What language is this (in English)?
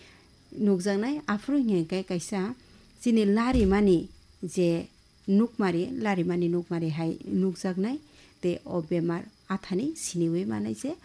Kok Borok